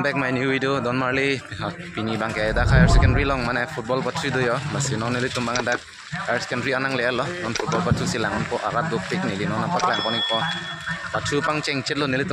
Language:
Karbi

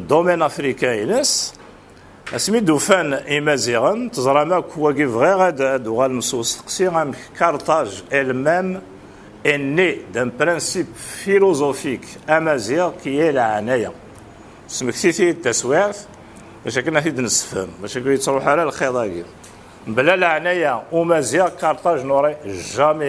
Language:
Kabyle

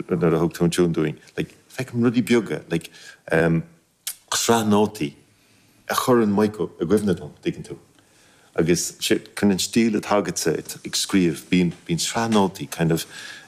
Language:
Irish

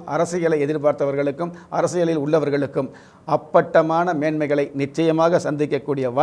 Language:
Tamil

